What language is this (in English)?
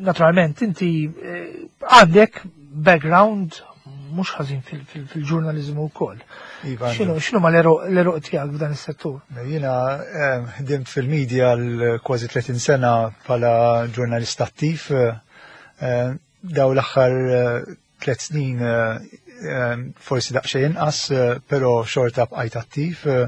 Maltese